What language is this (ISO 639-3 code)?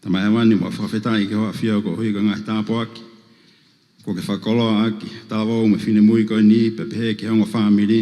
ton